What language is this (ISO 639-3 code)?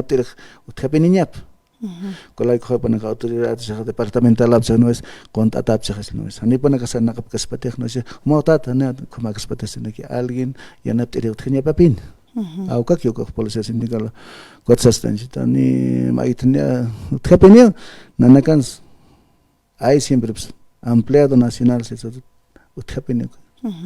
aym